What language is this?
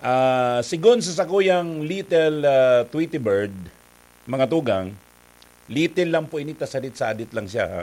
Bikol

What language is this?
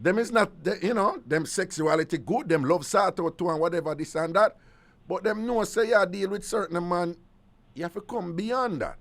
Jamaican Creole English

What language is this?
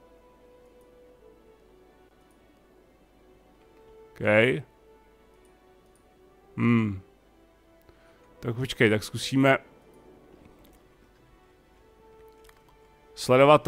Czech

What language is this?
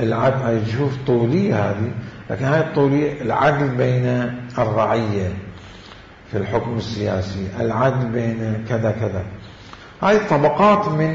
Mesopotamian Arabic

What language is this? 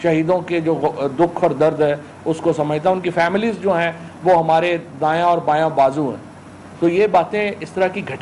Urdu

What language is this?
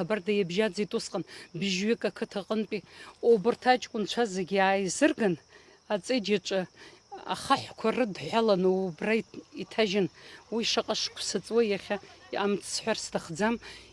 Abkhazian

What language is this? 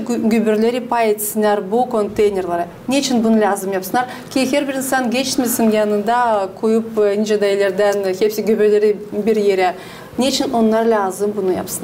Gagauz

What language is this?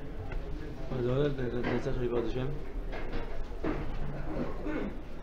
Hebrew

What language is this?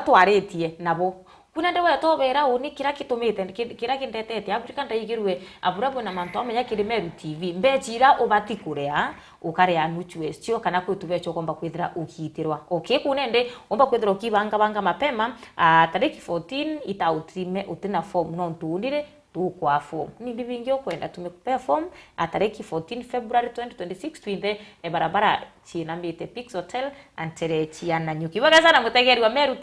Meru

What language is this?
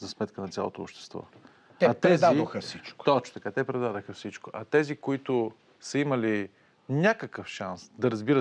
Bulgarian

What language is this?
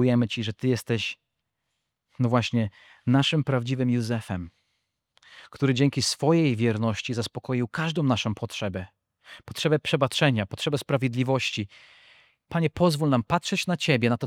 Polish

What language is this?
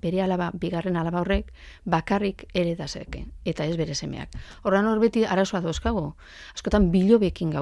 Basque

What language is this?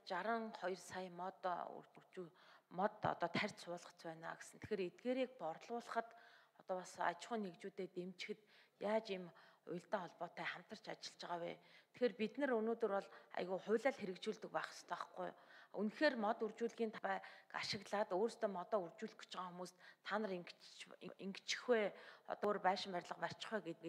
Mongolian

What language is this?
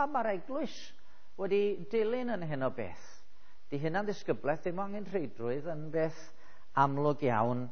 Welsh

